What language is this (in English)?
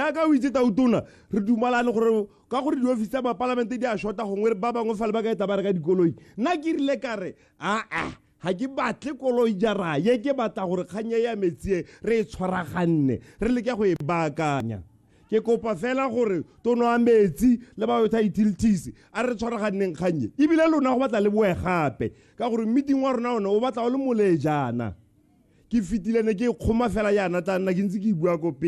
Tswana